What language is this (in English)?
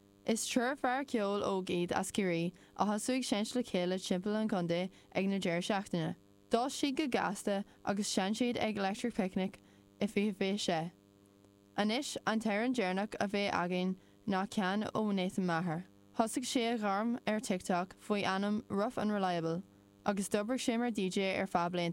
Irish